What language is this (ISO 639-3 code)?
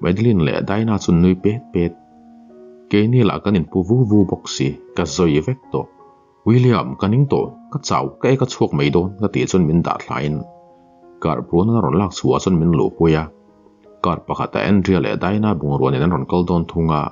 lus